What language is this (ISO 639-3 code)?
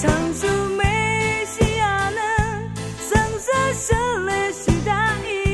raw